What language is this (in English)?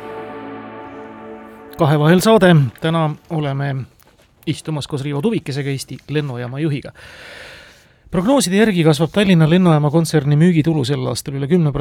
Estonian